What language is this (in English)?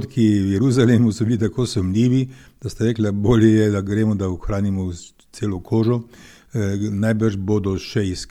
Slovenian